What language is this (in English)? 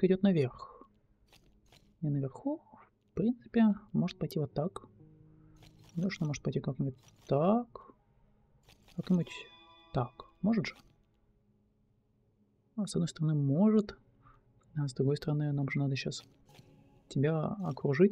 Russian